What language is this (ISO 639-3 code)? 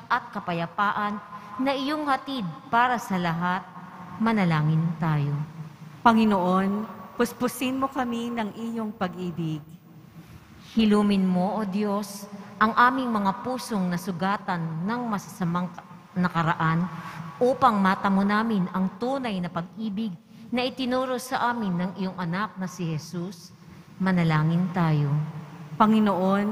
fil